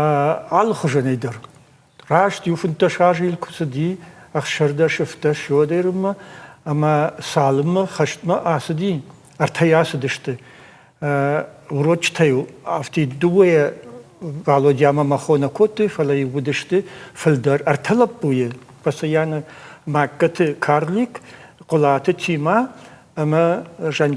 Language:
Ossetic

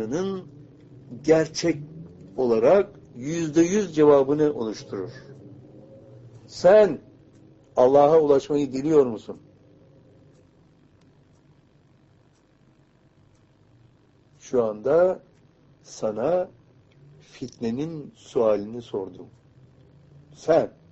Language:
Turkish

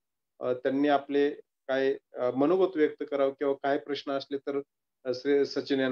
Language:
Marathi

